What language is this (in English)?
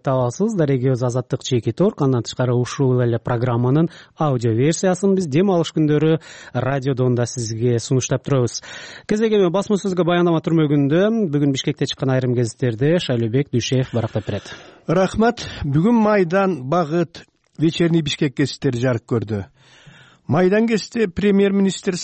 Kyrgyz